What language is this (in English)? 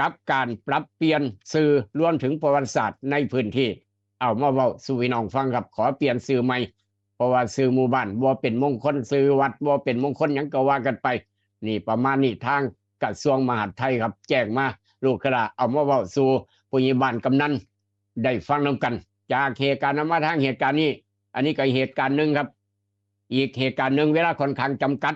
Northeastern Thai